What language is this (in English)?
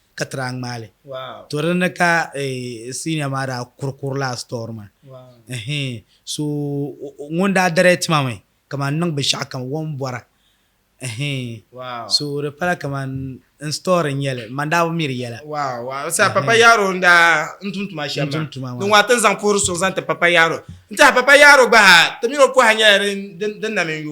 Dagbani